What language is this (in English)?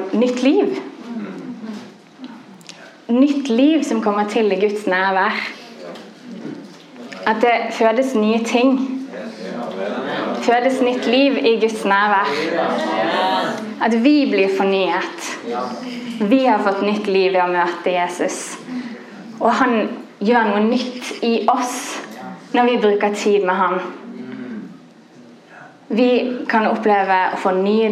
Norwegian